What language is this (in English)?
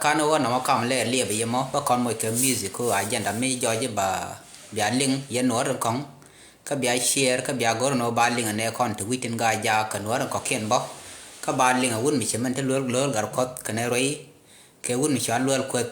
Nuer